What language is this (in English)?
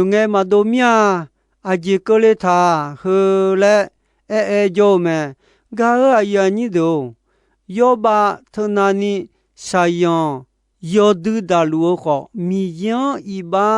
Akha